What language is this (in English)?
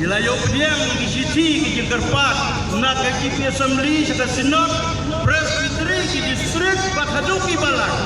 Khasi